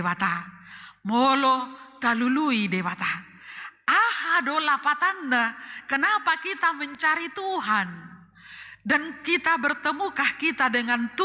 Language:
Batak Toba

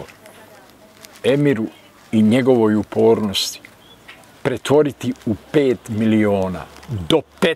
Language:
Bosnian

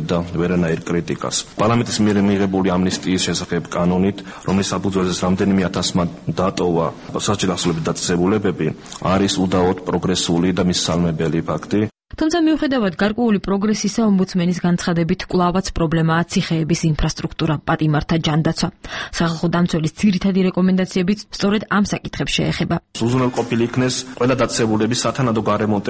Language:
Georgian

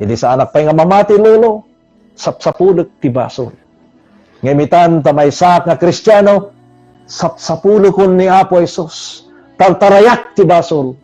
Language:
Iloko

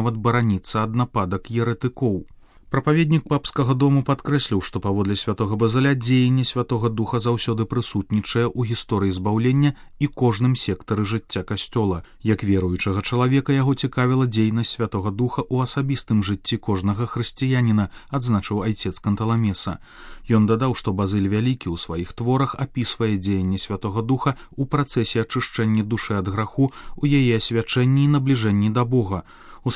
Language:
Belarusian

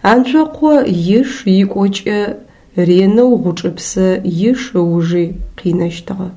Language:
Adyghe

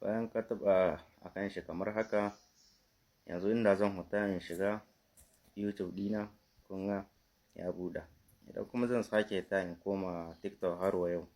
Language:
Hausa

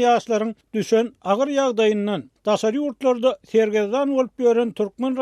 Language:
Turkmen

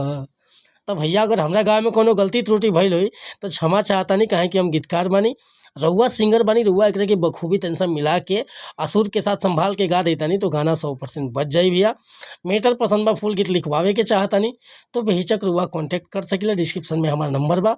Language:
Bhojpuri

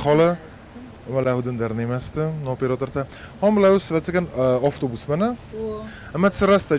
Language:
Ossetic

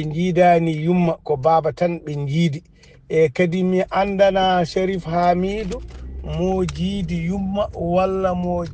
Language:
Fula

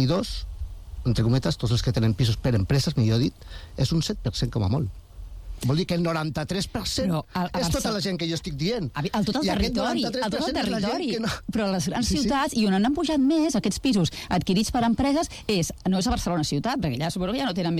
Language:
Catalan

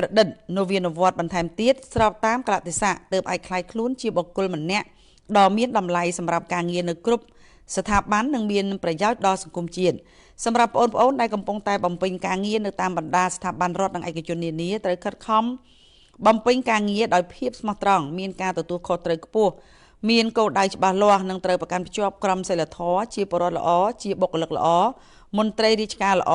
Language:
Khmer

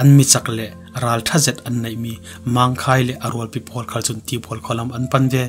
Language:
Falam Chin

